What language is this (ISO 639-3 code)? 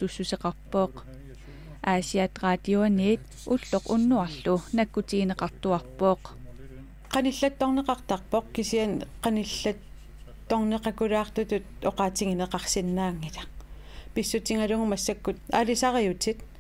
kal